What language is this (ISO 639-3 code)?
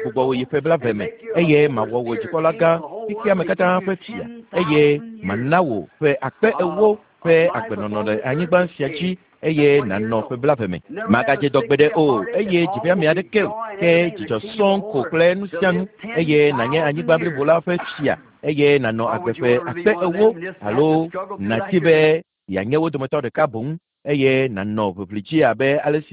ewe